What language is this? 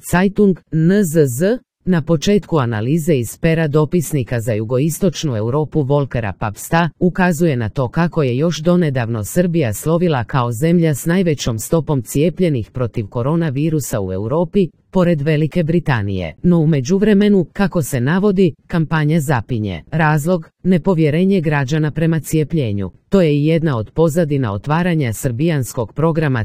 Croatian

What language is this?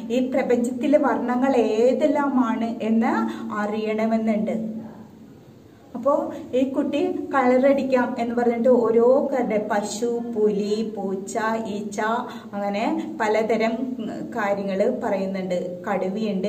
Malayalam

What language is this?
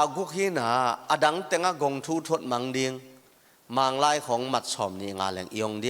Tedim Chin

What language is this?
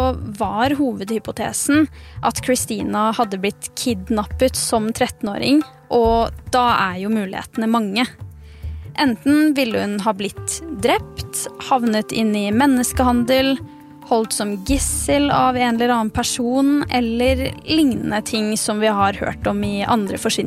Norwegian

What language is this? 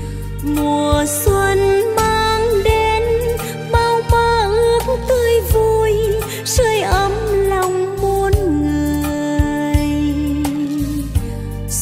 Vietnamese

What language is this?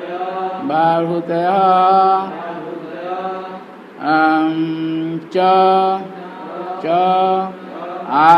Odia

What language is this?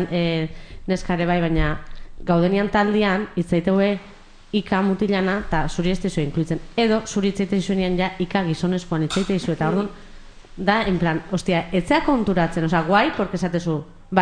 Basque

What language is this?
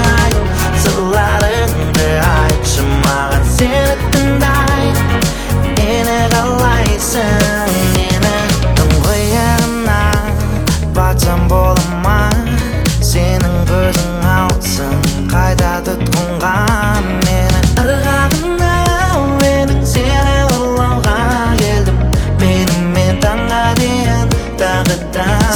Kazakh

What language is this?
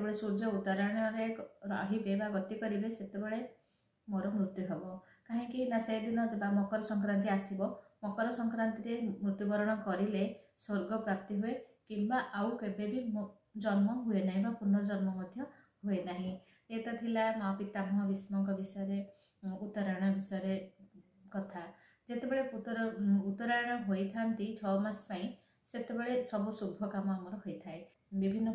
Odia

